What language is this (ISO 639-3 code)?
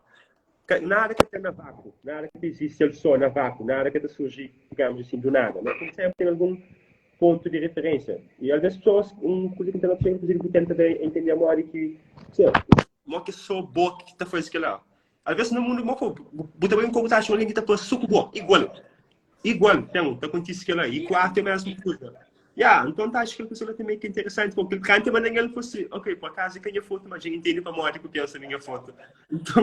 kea